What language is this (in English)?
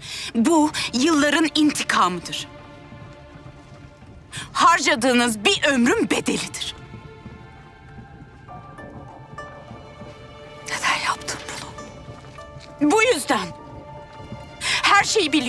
Turkish